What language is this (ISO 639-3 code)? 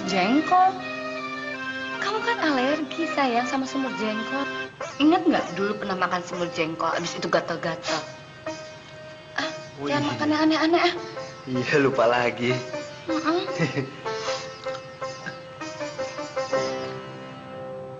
ind